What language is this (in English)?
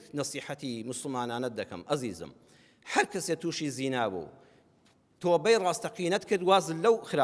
Central Kurdish